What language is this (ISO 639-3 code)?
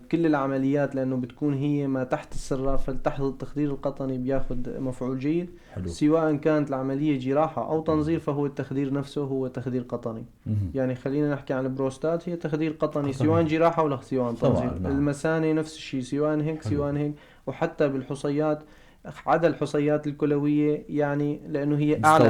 apc